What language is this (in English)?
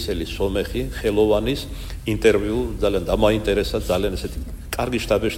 Georgian